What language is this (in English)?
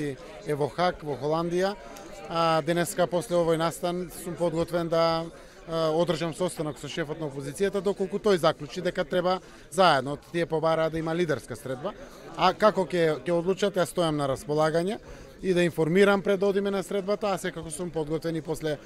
Macedonian